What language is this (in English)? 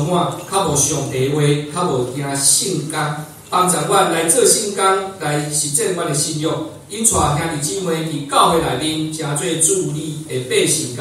Min Nan Chinese